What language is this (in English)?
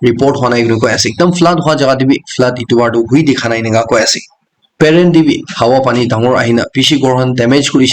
Naga Pidgin